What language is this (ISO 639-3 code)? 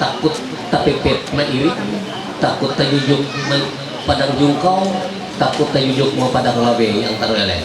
mhy